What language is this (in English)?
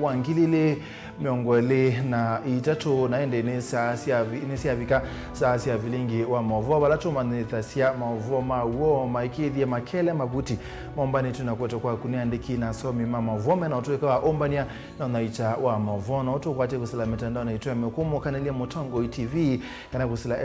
Kamba